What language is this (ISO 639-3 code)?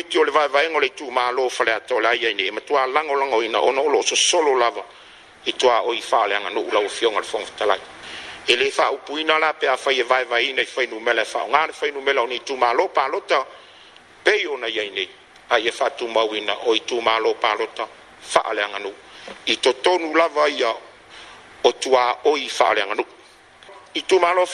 smo